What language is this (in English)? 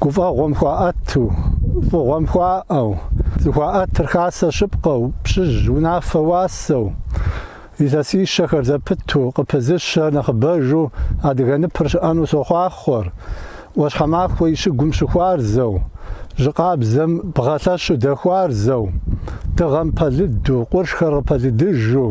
Kabardian